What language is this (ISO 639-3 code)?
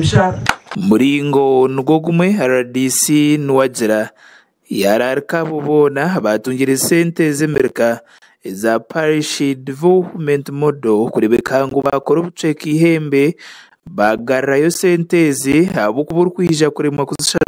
nyn